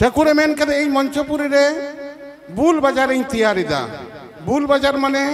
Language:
Santali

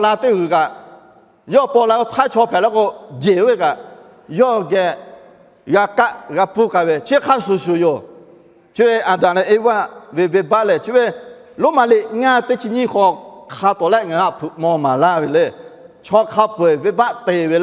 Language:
Lahu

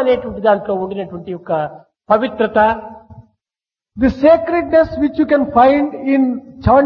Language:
Telugu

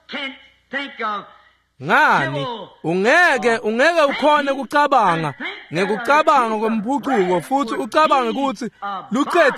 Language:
Swati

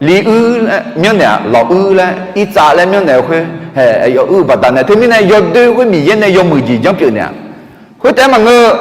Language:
Akha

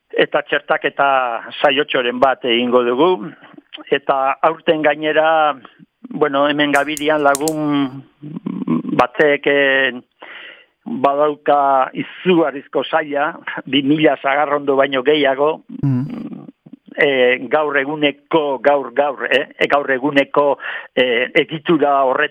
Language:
Basque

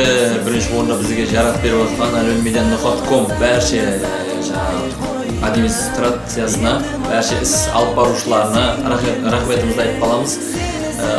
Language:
Kara-Kalpak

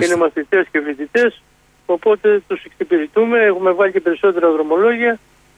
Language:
Greek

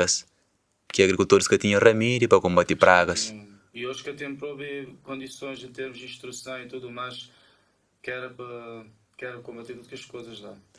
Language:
Kabuverdianu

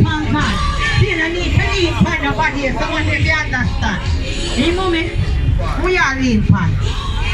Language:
Jamaican Creole English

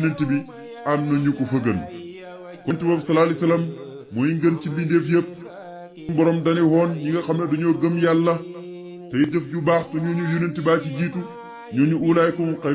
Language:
Wolof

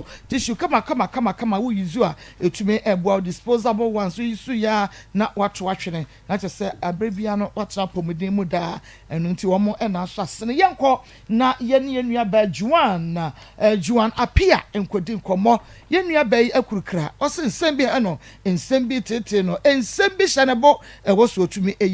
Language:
Akan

